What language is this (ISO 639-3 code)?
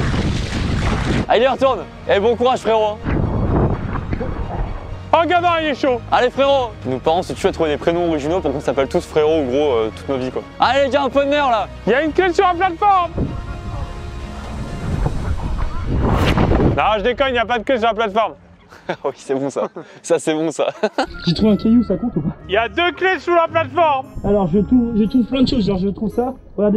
fra